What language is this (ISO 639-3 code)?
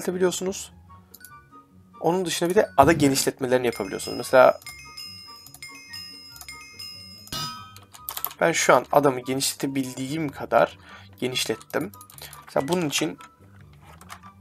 tur